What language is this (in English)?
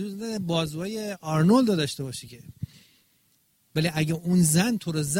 Persian